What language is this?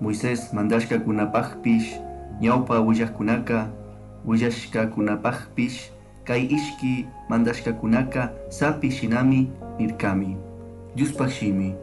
Chimborazo Highland Quichua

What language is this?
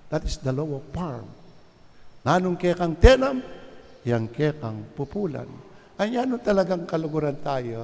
Pampanga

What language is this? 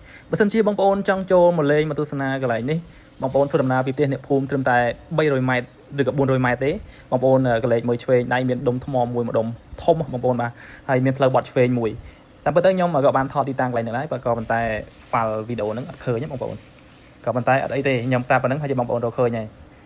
Khmer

